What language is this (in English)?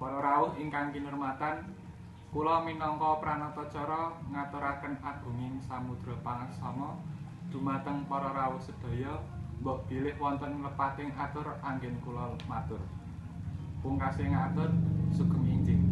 Javanese